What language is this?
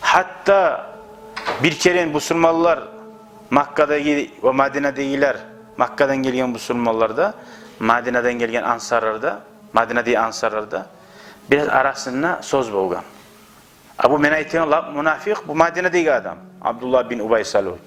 Kumyk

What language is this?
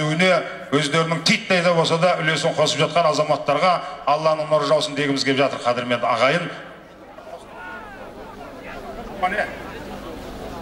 Kazakh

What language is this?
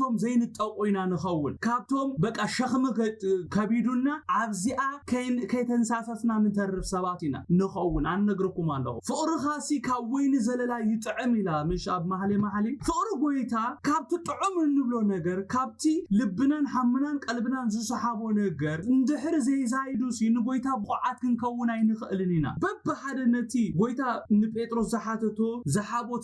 Tigrinya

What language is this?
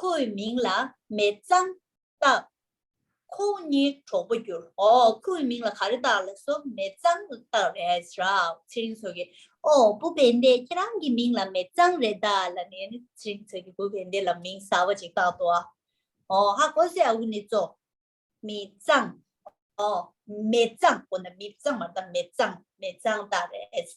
Tibetan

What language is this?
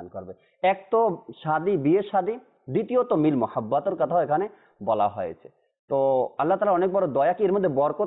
Bangla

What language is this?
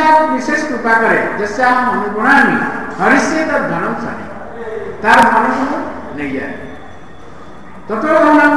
Odia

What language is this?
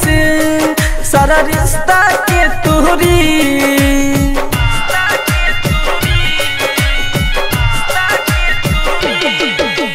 Bhojpuri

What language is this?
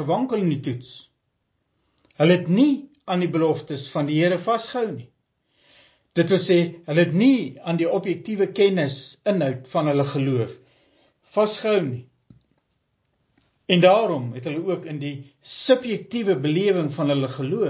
Afrikaans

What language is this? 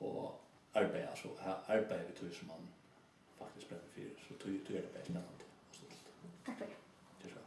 Faroese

